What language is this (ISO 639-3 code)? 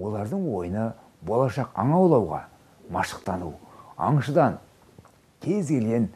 kaz